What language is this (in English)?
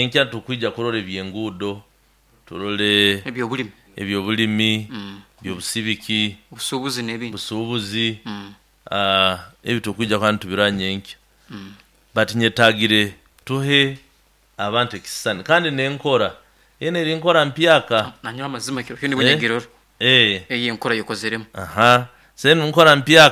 Nyoro